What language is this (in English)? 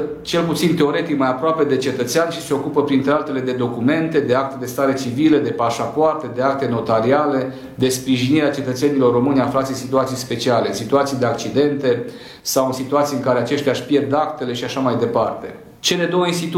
Romanian